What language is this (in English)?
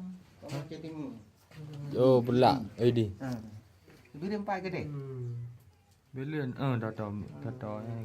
Achinese